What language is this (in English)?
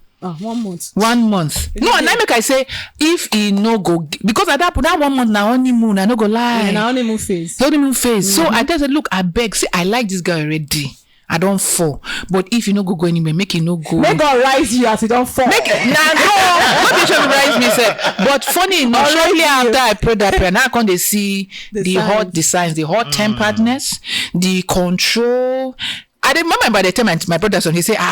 Nigerian Pidgin